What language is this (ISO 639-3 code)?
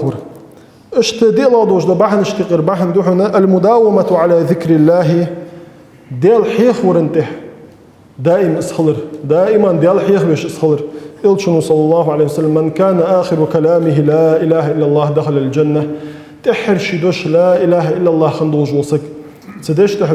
inh